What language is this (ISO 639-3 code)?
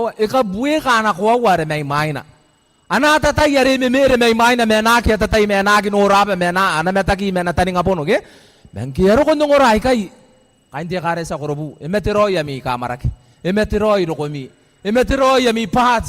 gil